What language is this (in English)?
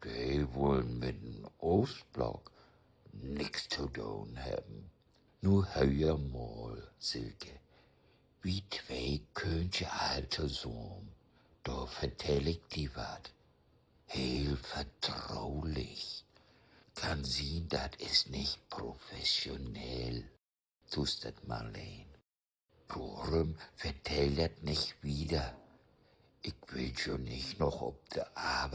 Low German